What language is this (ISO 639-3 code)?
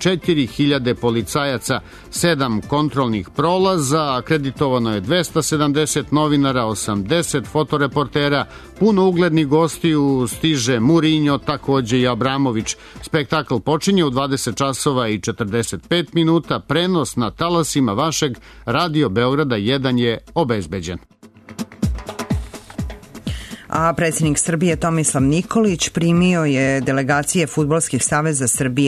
srp